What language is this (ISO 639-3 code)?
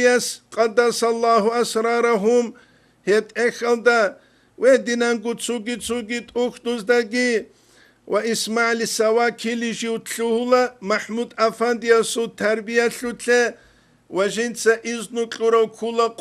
ava